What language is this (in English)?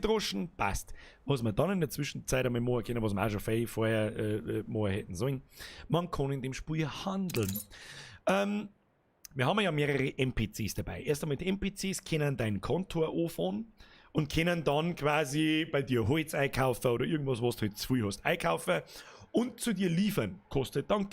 Bavarian